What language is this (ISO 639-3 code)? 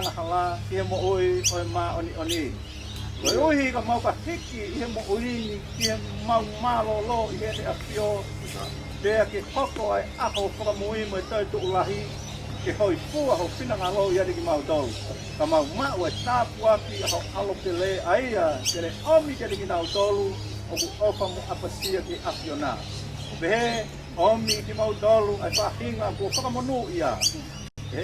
ton